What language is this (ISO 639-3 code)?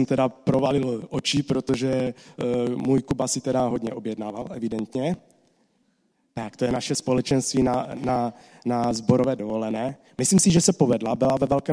ces